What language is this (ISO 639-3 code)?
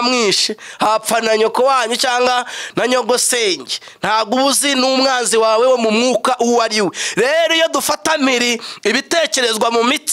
kin